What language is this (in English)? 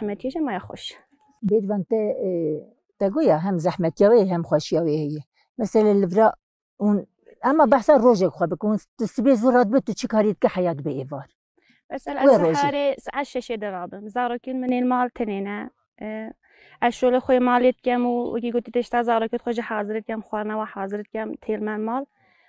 Kurdish